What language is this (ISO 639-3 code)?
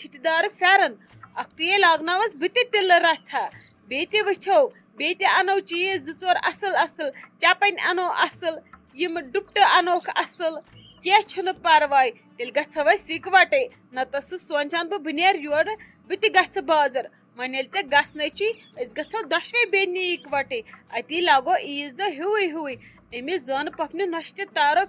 kas